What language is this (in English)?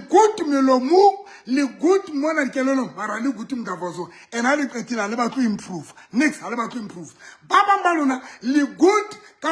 Southern Sotho